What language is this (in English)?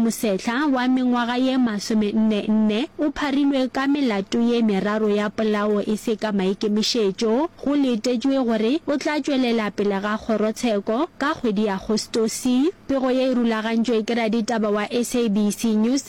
Northern Sotho